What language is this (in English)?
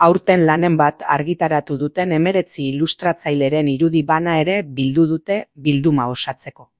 Basque